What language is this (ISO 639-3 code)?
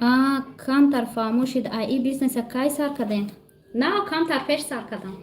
tgk